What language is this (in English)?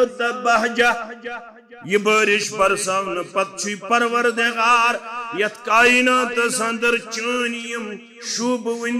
Kashmiri